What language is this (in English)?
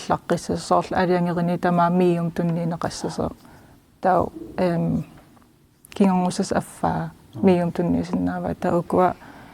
Kalaallisut